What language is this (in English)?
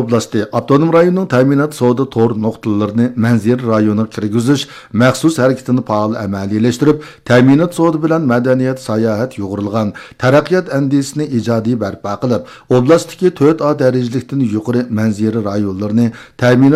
Uyghur